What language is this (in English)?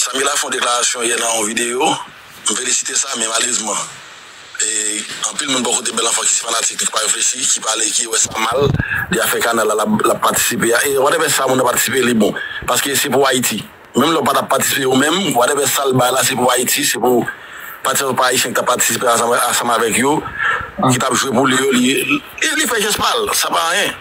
Haitian Creole